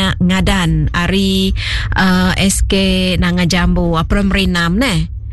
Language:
Iban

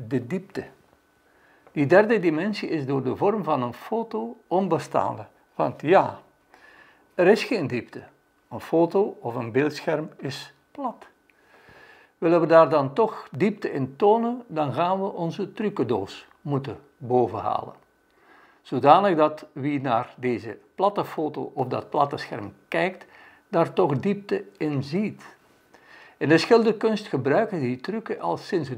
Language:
Dutch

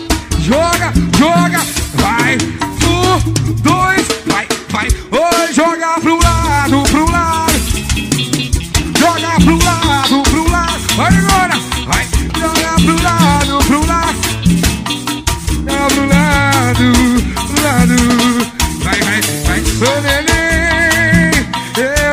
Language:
Portuguese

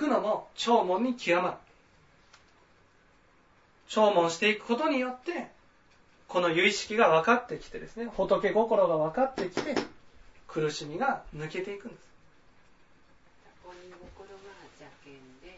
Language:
Japanese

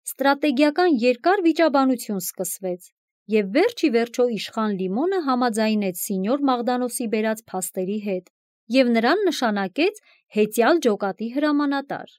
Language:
Armenian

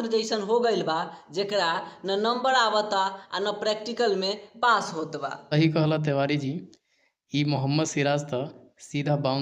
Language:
Bhojpuri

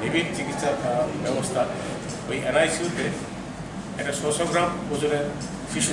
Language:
Kok Borok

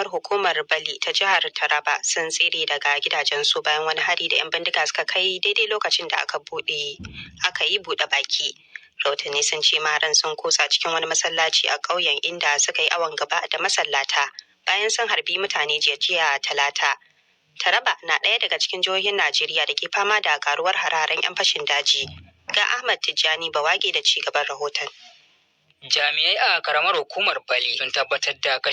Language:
Hausa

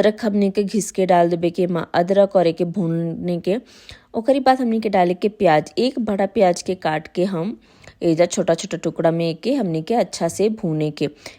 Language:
Bhojpuri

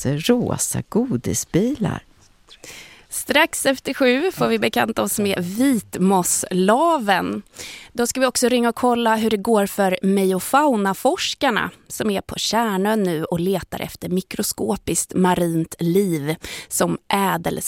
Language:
Swedish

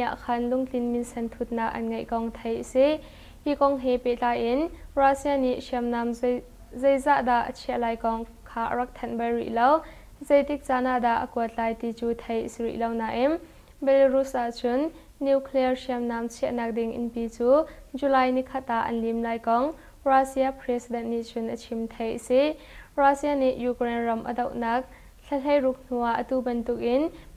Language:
Hakha Chin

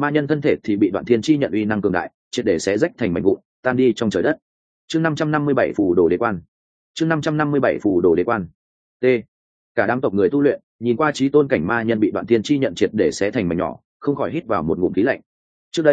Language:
Vietnamese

